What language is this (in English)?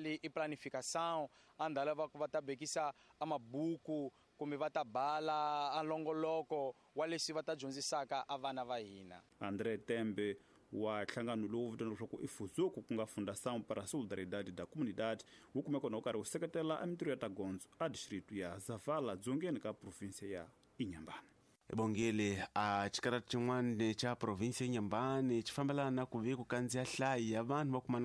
Tsonga